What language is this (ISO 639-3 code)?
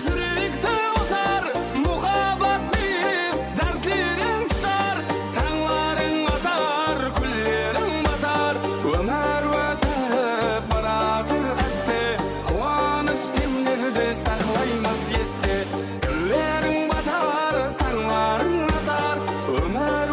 kaa